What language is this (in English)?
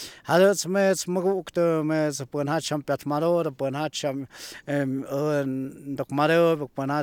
Slovenian